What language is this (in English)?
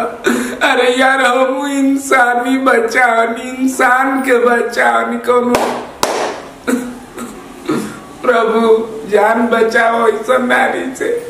Bhojpuri